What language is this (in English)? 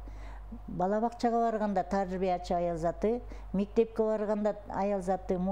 Kyrgyz